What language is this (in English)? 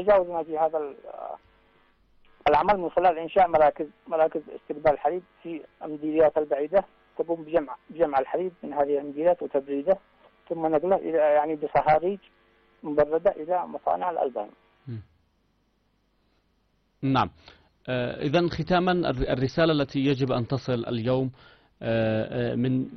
Arabic